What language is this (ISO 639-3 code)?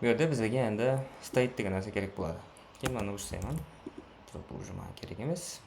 kaa